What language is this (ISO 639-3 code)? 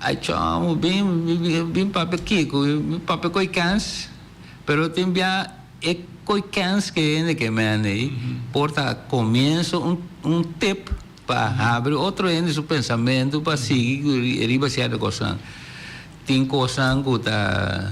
pap